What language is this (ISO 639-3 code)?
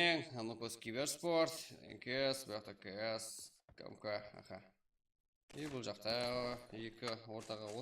kaa